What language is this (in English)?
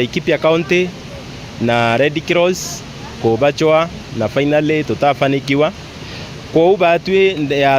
Meru